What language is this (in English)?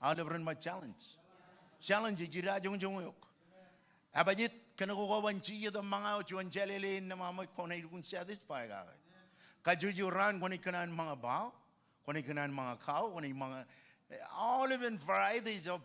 Marshallese